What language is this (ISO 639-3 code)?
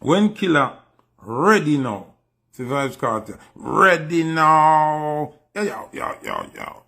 jam